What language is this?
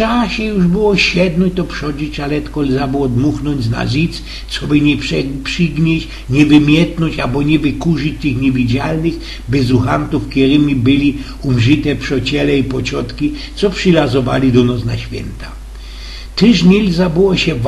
Silesian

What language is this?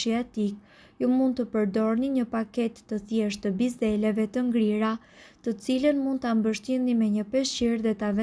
Albanian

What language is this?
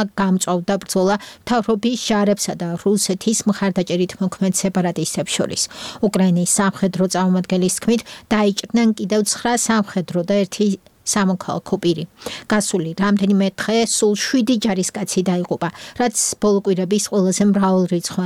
Georgian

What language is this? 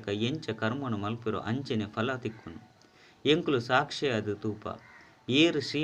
Tulu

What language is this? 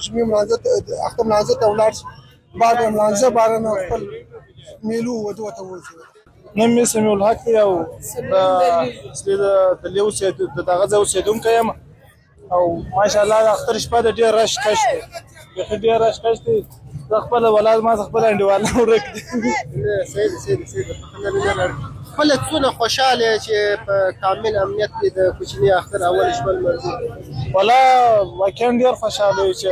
Pashto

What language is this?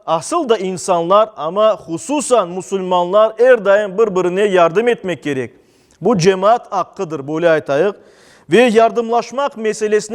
Crimean Tatar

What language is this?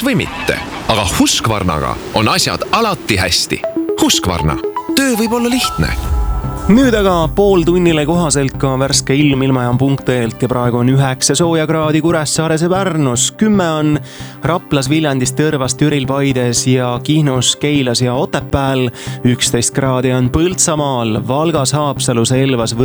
Estonian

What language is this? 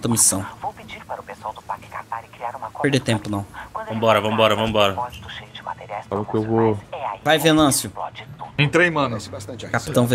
Portuguese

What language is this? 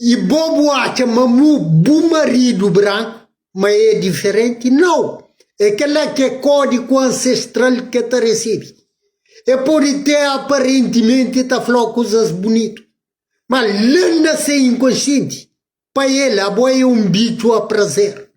Kabuverdianu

